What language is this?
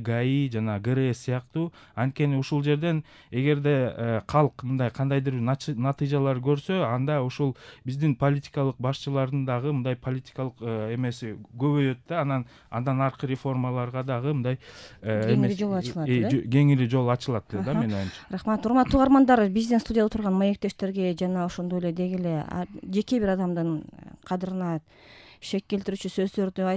Kyrgyz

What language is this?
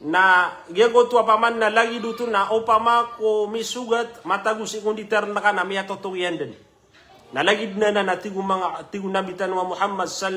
Maranao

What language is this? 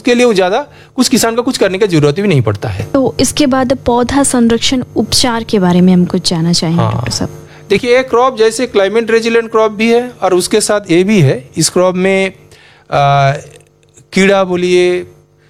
Hindi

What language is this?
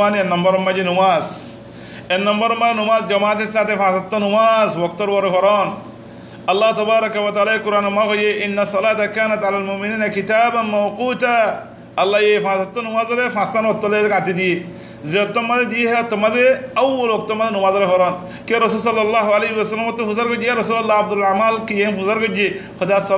Rohingya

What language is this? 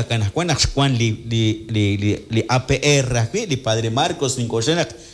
Kekchí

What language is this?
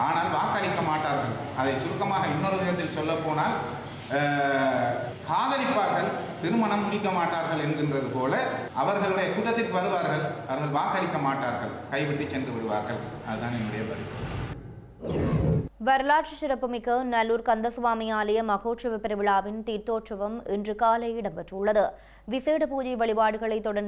Tamil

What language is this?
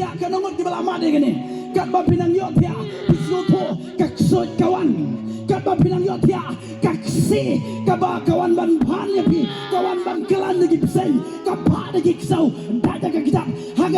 Khasi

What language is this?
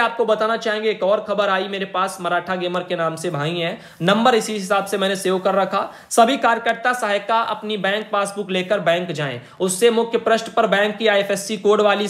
Hindi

